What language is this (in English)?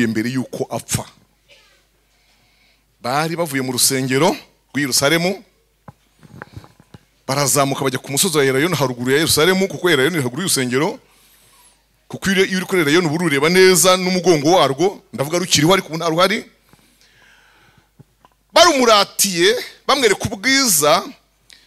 Kinyarwanda